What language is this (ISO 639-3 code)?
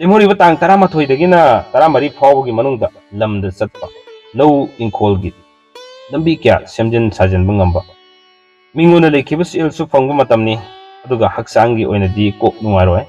mni